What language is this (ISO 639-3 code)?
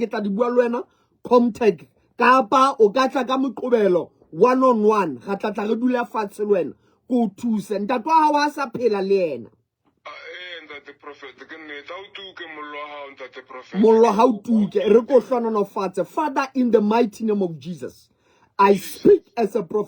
sot